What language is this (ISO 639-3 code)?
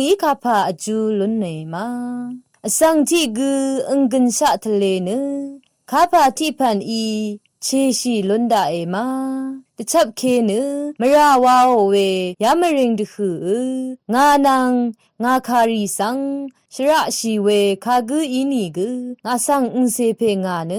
raw